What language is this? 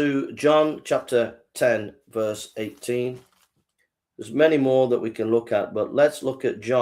English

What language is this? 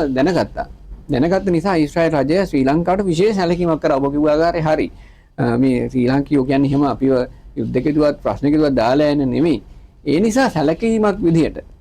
Sinhala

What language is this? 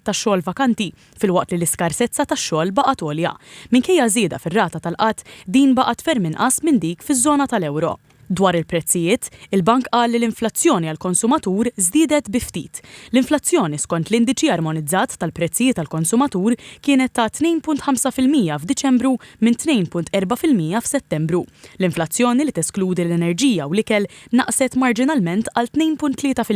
Maltese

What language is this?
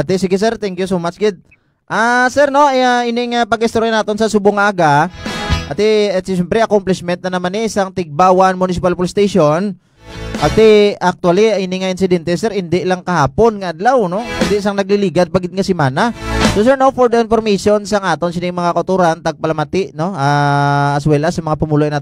Hiligaynon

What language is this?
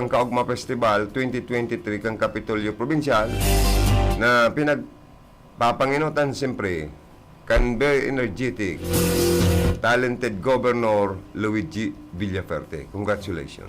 Bikol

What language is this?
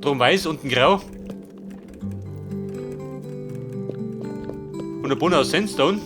Bavarian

